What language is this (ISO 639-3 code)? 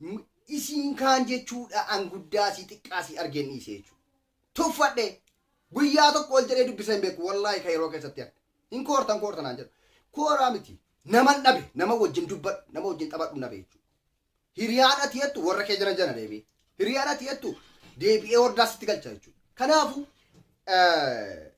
orm